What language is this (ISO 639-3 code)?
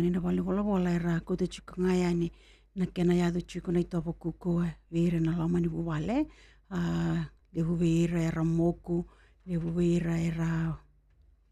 fij